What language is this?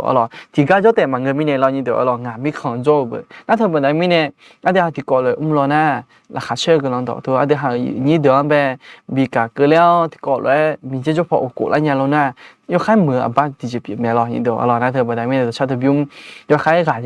Akha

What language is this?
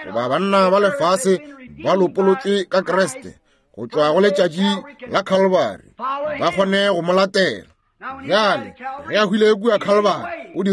Northern Sotho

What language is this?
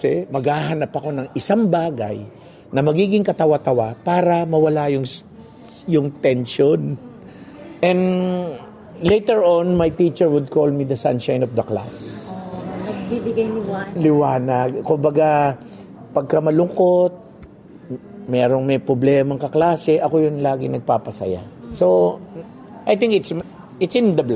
Filipino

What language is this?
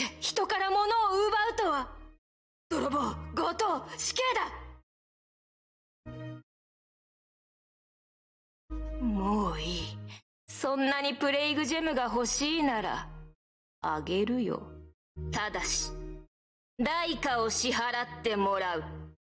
Japanese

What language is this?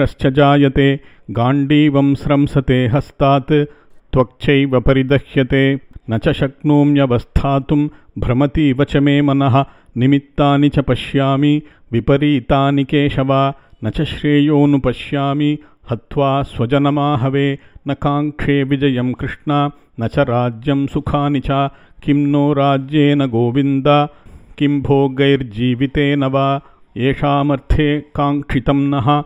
Sanskrit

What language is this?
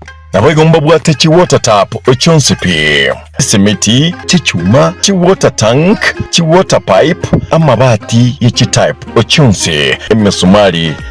Gusii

